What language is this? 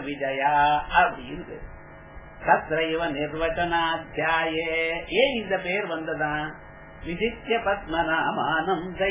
Tamil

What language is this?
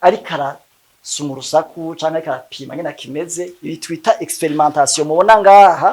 Rundi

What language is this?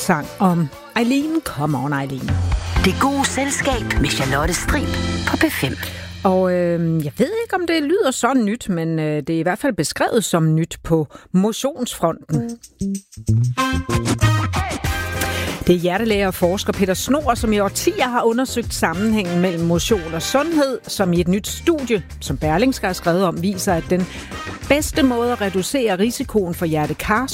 Danish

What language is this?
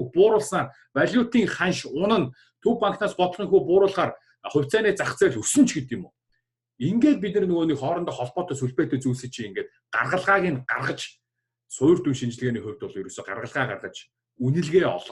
Mongolian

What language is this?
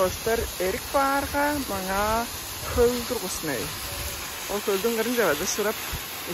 Tuvinian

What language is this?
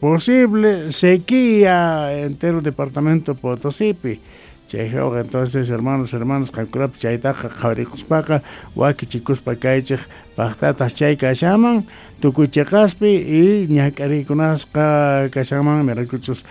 South Bolivian Quechua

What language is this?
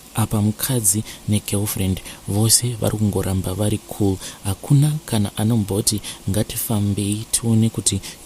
Shona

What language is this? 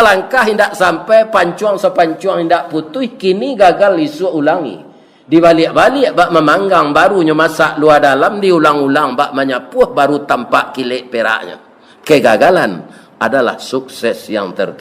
Minangkabau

